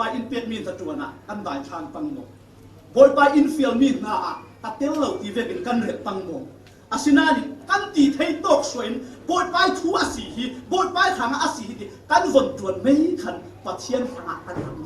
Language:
Falam Chin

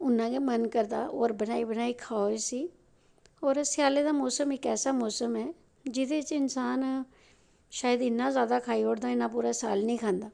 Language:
Dogri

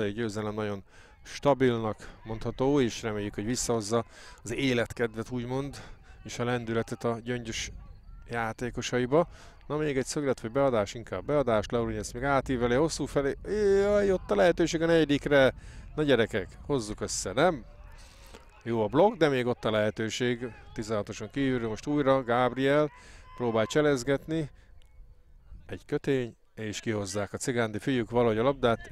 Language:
Hungarian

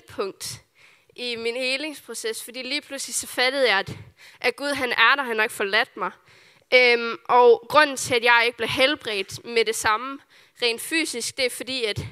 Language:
Danish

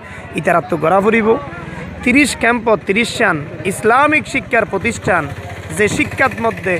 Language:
Rohingya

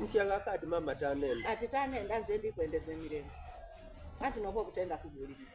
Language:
Soga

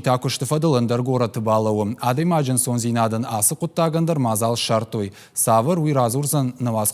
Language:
Ossetic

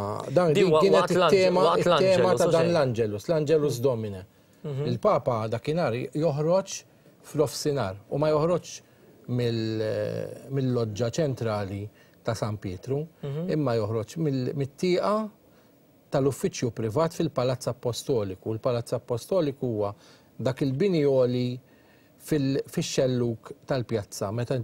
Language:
Maltese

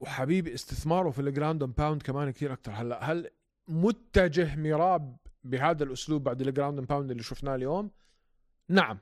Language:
North Levantine Arabic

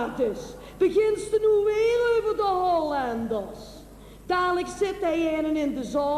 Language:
Limburgish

